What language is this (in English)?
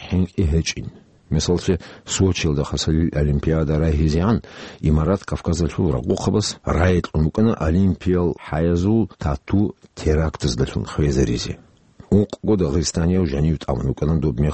Avaric